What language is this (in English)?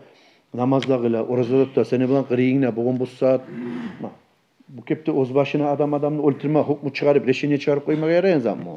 Kumyk